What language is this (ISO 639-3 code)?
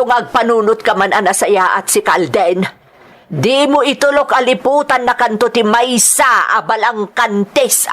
ilo